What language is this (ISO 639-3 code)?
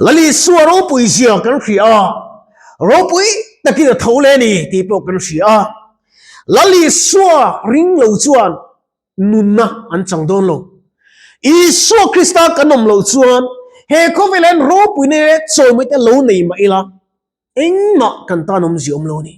lus